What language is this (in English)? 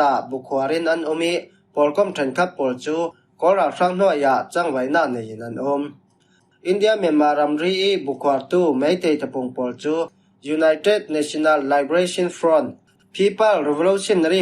Falam Chin